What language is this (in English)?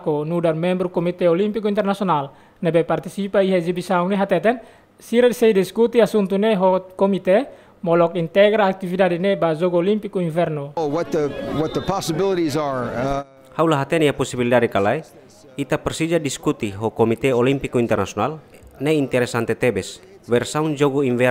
Tetum